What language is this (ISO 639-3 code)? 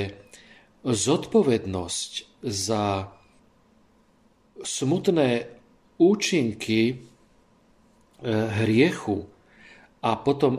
slk